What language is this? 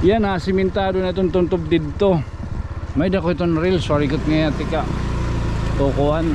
Waray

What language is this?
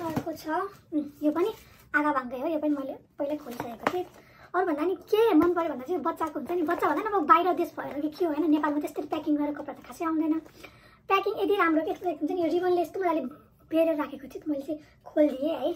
Nepali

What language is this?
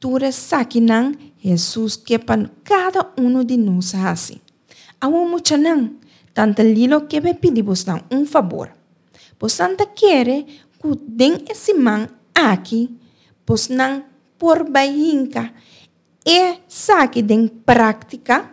Papiamento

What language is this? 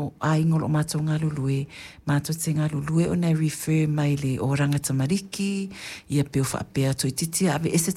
Samoan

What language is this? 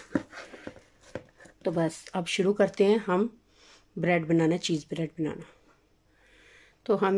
Hindi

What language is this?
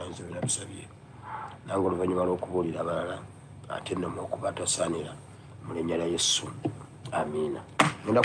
Ganda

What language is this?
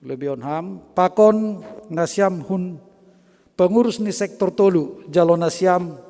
Batak Simalungun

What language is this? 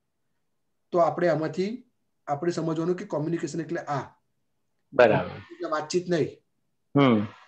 Gujarati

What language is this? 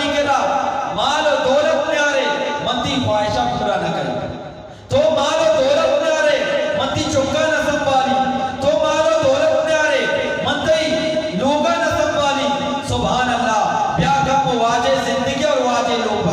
Eastern Balochi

